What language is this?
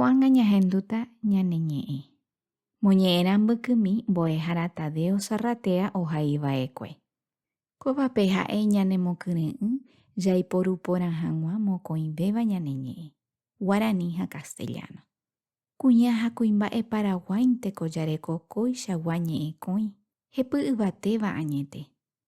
Guarani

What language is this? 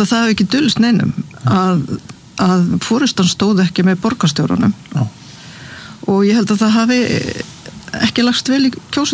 Icelandic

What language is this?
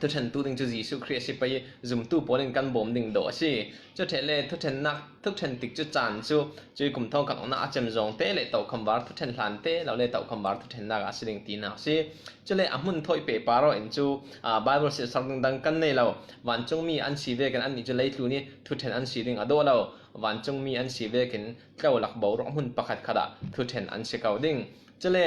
Falam Chin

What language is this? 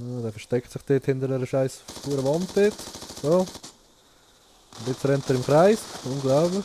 Swiss German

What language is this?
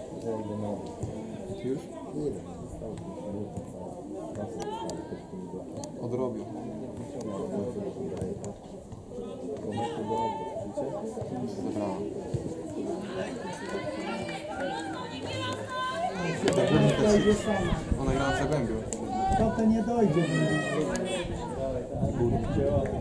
Polish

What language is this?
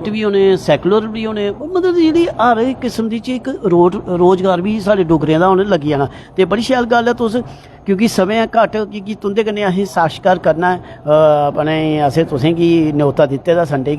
Dogri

